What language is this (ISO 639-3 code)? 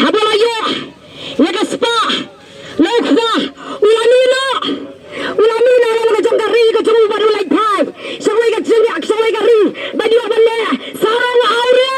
kha